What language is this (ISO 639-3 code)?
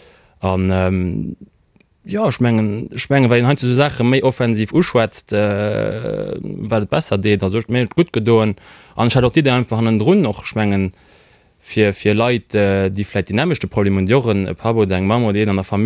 ltz